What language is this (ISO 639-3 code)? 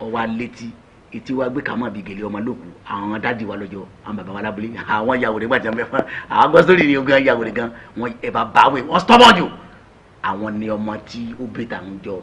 yor